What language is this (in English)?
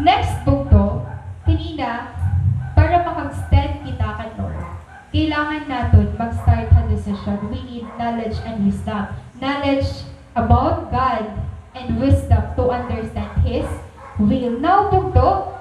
Waray